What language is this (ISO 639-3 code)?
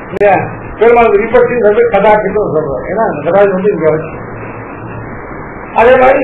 tam